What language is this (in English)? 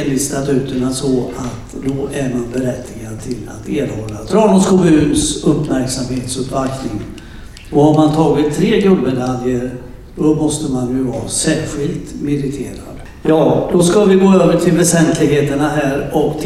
Swedish